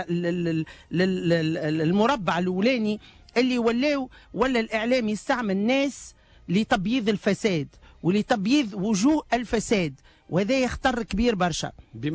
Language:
Tunisian Arabic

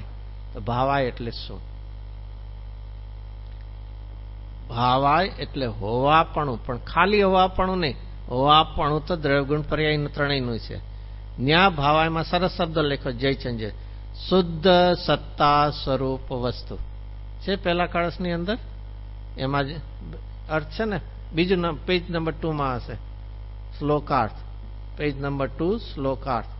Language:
Gujarati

